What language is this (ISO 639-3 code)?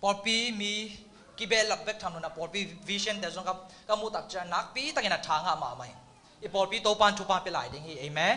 ctd